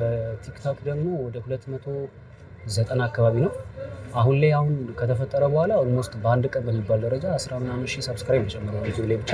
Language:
Amharic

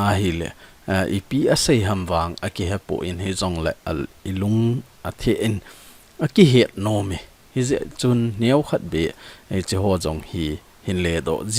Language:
Thado Chin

